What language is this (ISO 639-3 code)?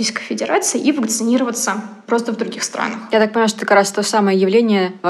rus